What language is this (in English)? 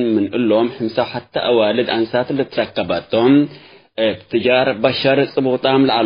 Tigre